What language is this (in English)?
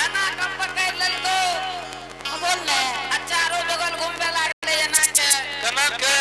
Angika